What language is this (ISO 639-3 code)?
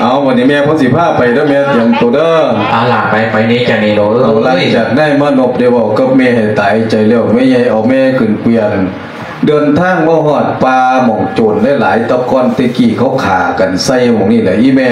lao